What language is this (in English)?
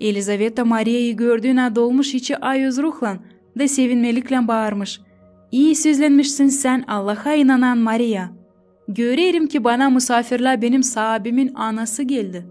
Gagauz